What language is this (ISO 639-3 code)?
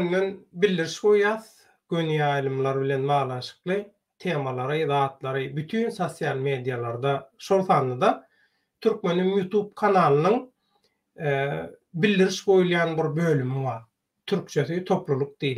tuk